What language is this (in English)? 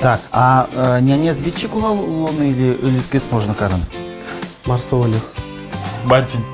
Udmurt